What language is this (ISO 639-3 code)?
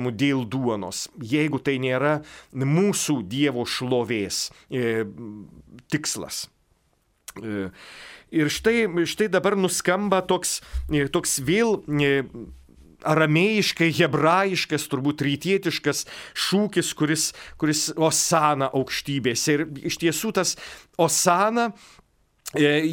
lit